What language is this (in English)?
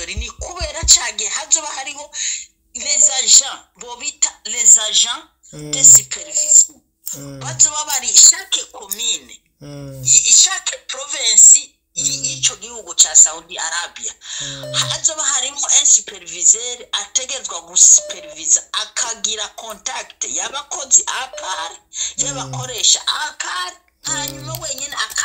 Rundi